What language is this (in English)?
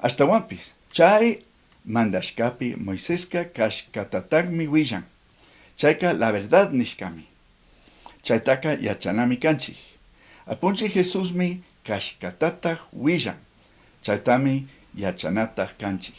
Chimborazo Highland Quichua